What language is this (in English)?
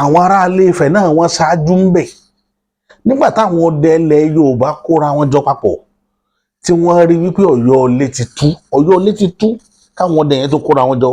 Yoruba